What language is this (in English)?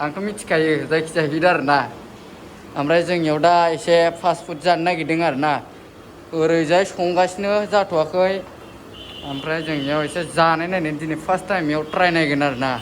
Bodo